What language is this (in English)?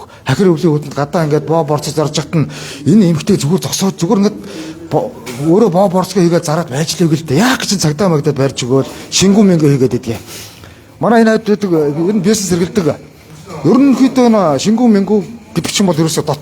Mongolian